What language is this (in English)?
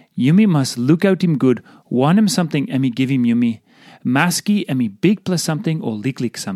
Tok Pisin